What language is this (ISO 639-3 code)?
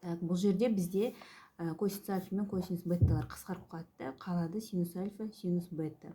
kaz